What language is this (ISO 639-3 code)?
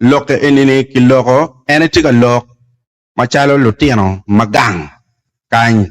ach